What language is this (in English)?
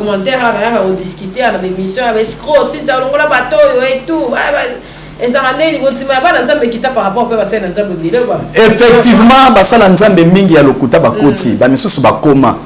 Lingala